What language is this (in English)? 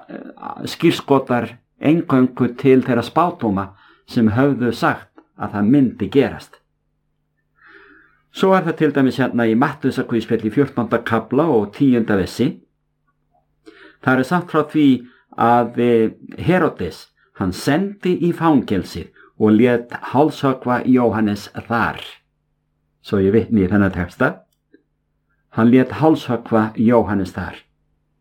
Icelandic